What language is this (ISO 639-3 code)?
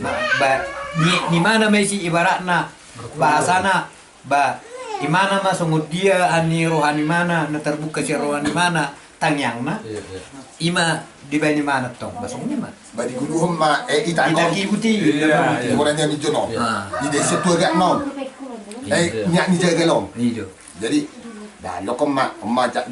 bbc